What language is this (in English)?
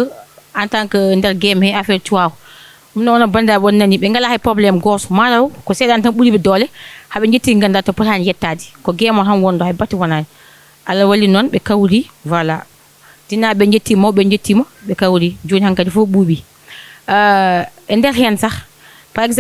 Fula